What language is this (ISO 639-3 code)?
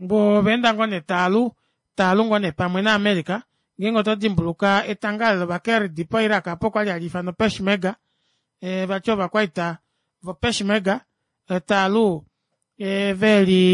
kua